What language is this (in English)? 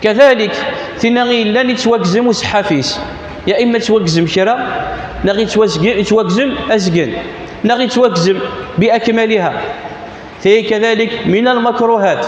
Kabyle